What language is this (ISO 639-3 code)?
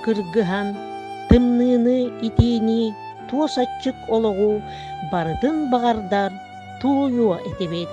sah